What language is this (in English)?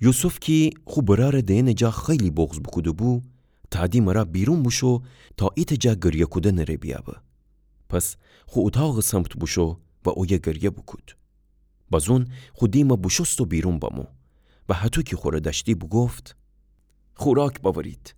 Gilaki